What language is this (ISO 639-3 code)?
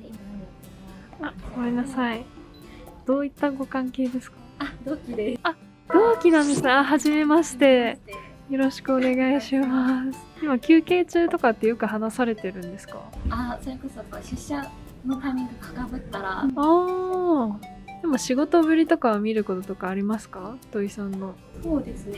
jpn